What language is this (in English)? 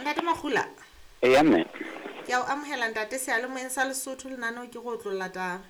Southern Sotho